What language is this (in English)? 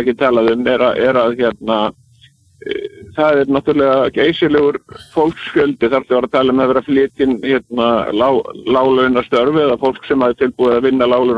Icelandic